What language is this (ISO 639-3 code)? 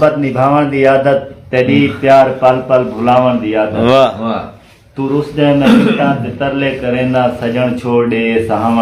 skr